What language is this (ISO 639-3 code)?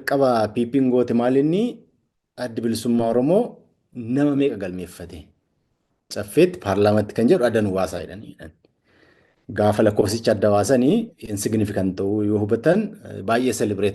orm